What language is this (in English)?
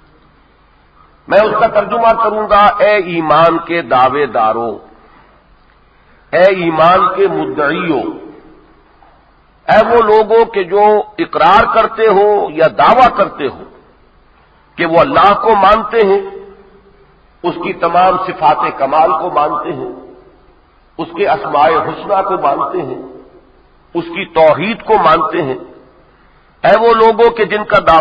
Urdu